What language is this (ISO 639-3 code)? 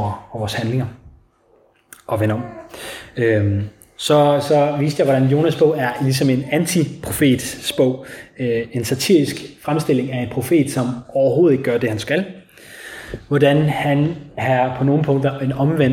dan